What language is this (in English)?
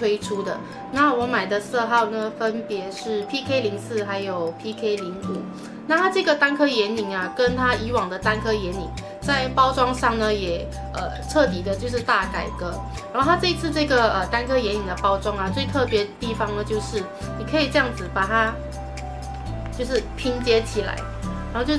Chinese